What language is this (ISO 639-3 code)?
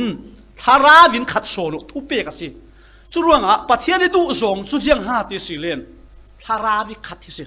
cfm